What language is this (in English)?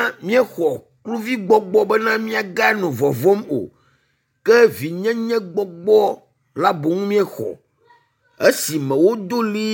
Ewe